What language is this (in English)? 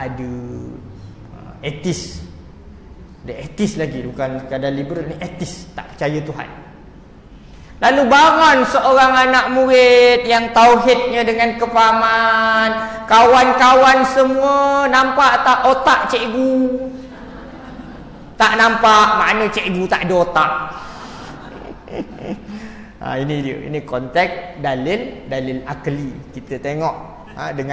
Malay